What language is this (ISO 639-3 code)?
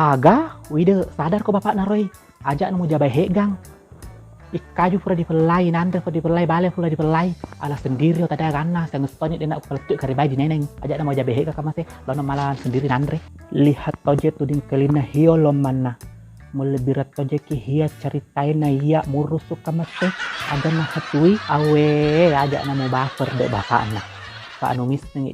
bug